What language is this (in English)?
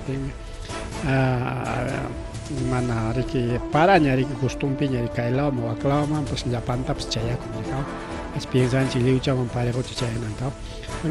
Ayacucho Quechua